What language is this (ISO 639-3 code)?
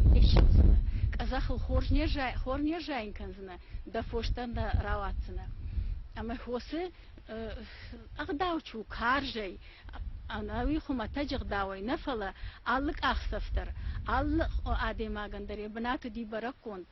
oss